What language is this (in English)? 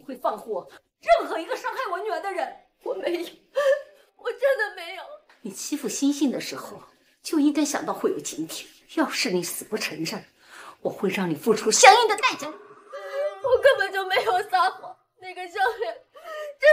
Chinese